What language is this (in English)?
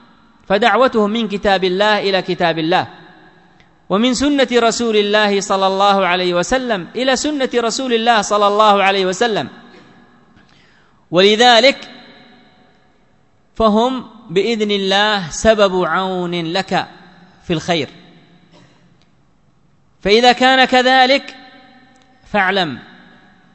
Arabic